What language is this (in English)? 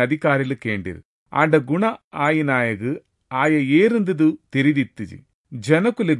Tulu